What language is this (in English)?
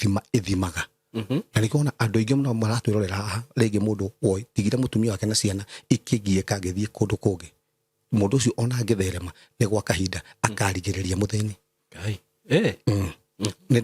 Kikuyu